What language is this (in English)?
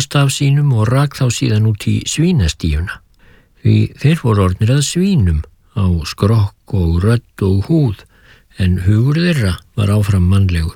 Icelandic